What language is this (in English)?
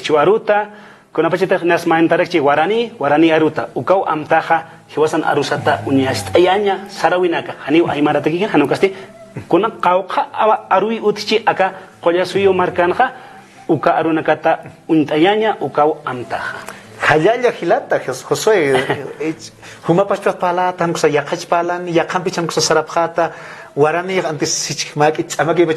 Aymara